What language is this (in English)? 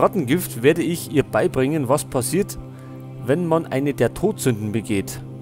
Bavarian